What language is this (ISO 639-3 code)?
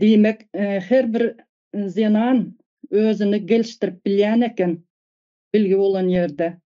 tuk